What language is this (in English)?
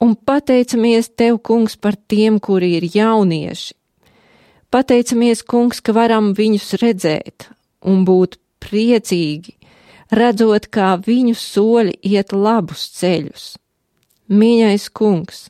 Latvian